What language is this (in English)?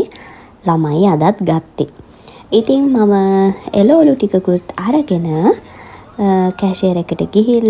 Sinhala